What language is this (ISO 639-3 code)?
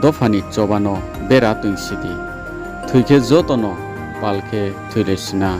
ria